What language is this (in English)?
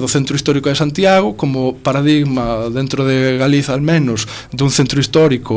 Galician